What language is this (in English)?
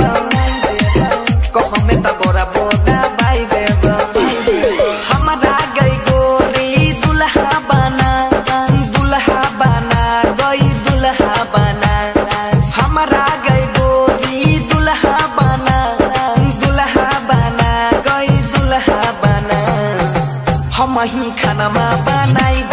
Bhojpuri